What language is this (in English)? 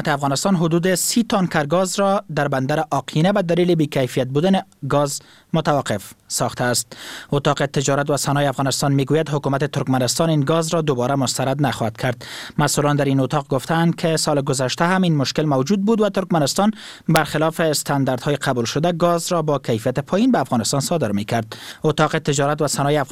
Persian